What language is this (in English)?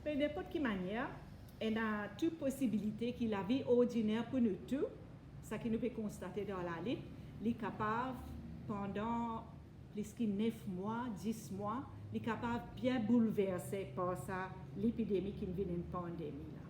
Morisyen